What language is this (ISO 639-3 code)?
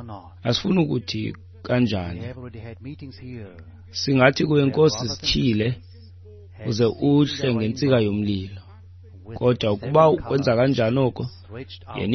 xho